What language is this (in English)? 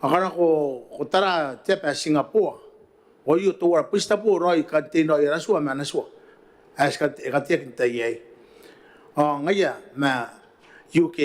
Gilbertese